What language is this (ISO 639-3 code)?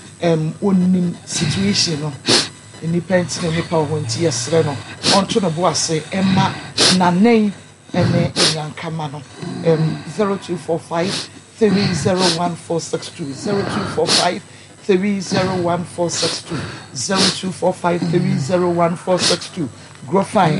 aka